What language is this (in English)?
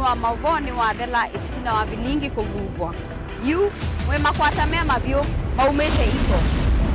Kamba